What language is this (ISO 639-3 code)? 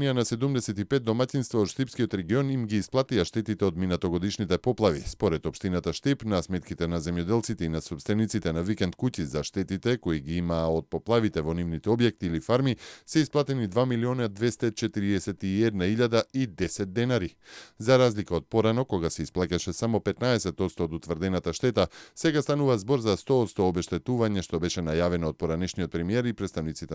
mkd